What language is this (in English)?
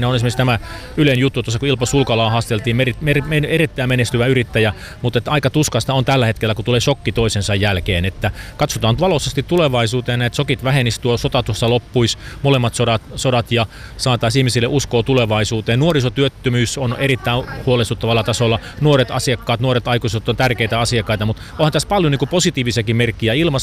Finnish